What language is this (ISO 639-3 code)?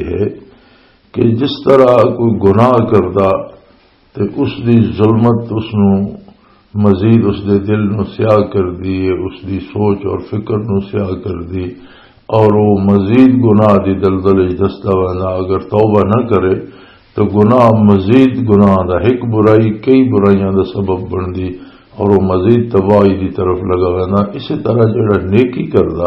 lah